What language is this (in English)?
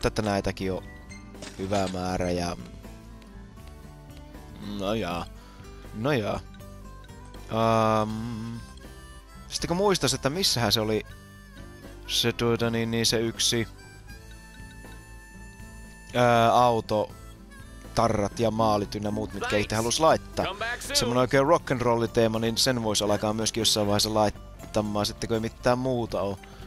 Finnish